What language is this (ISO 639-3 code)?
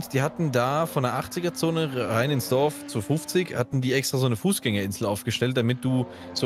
deu